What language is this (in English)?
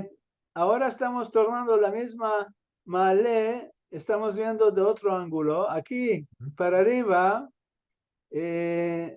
Ladino